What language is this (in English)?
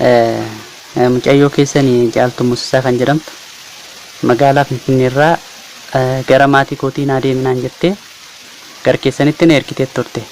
Oromo